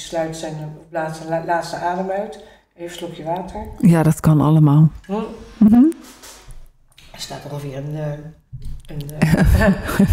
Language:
Dutch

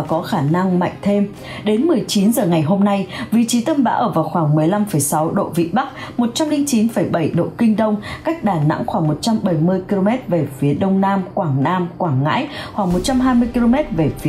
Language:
Vietnamese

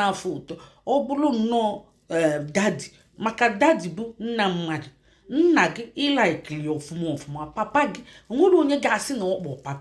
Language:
Igbo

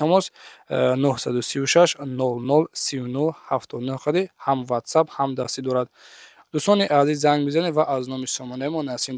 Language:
Tajik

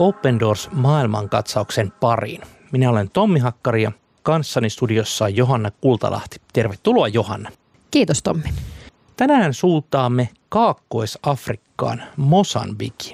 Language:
Finnish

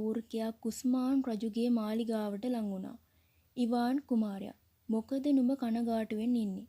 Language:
Sinhala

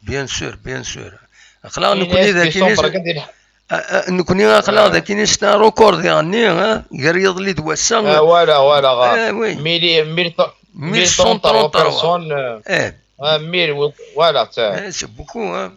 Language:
Kabyle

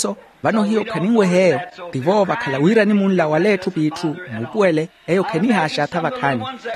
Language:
Makhuwa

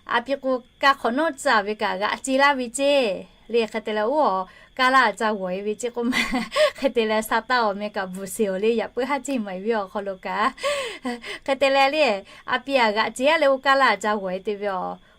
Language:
Lahu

